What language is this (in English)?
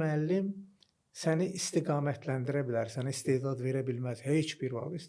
Azerbaijani